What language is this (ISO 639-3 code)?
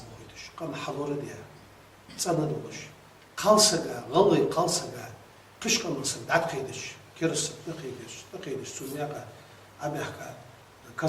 inh